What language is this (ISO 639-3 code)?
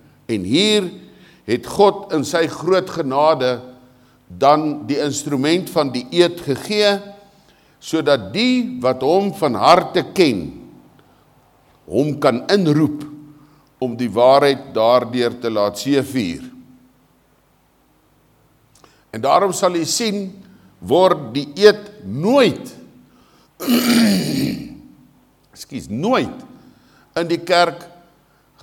afr